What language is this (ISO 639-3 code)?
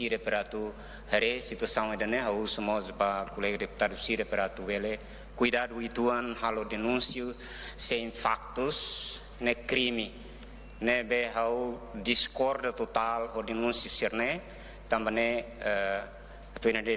tet